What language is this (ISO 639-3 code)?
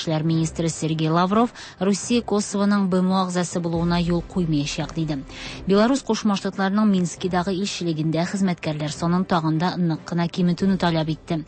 tat